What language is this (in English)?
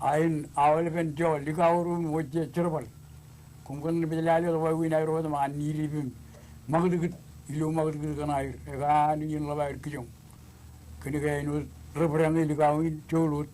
Marshallese